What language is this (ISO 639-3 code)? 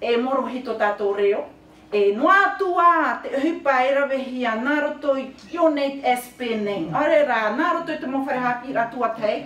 tah